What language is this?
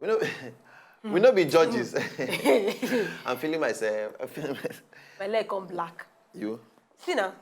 Nigerian Pidgin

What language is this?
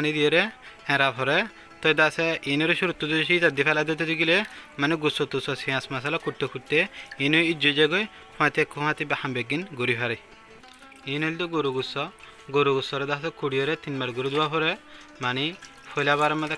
Rohingya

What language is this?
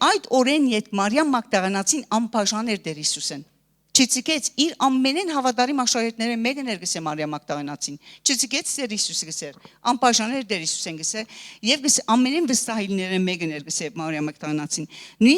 Western Armenian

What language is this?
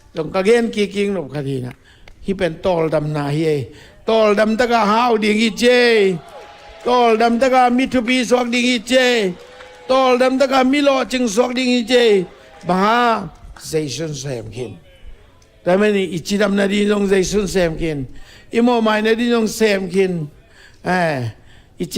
Tedim Chin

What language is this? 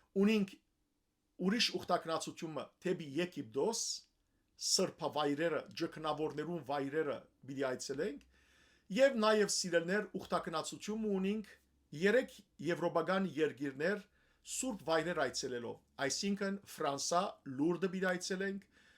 Western Armenian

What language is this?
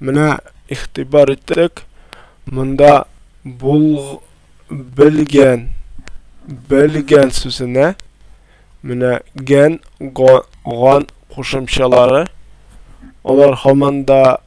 Tatar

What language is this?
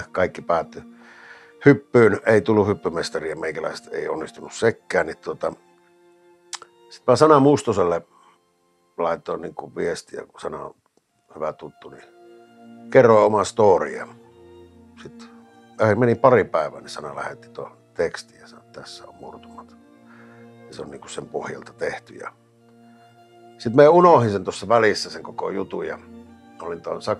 Finnish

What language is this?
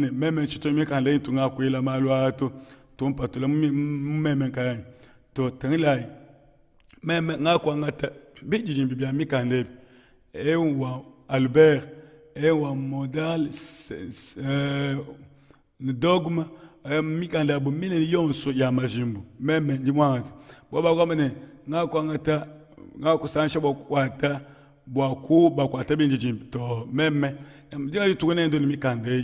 Luba-Lulua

